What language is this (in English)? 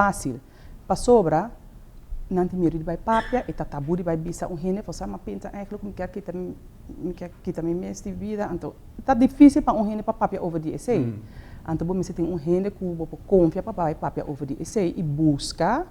Papiamento